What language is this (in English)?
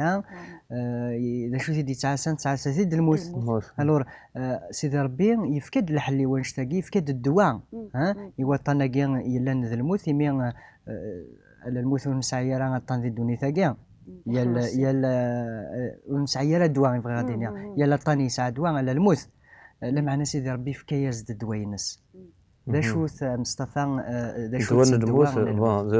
Kabyle